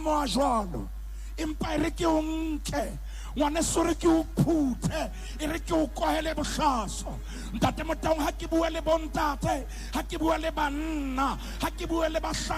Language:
Southern Sotho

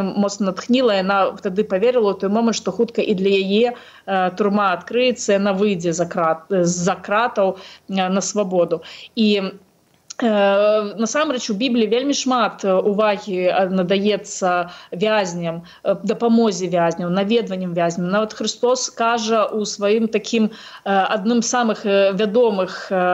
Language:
Belarusian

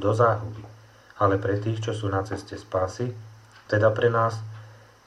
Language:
Slovak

